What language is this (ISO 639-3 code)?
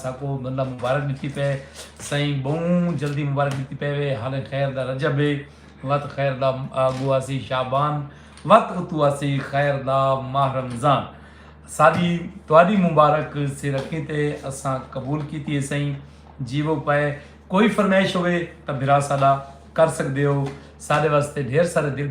skr